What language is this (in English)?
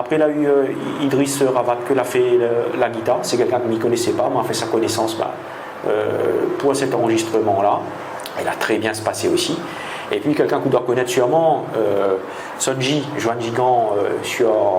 Réunion Creole French